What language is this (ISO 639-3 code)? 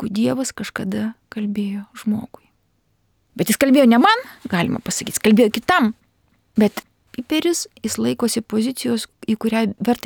lit